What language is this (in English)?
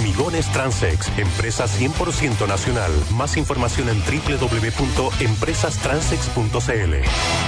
Spanish